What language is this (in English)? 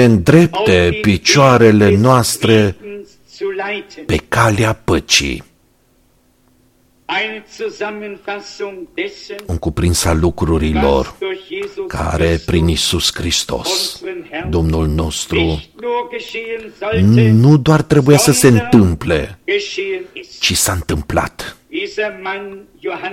Romanian